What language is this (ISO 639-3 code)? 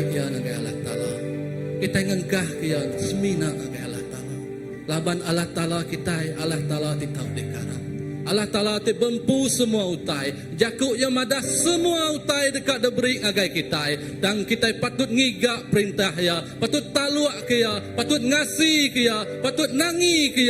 iba